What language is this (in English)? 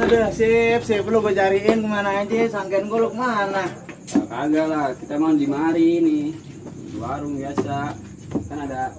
Betawi